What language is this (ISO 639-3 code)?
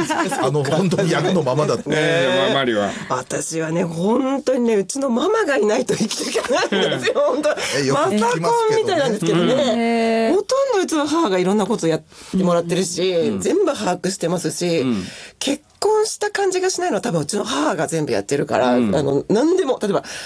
jpn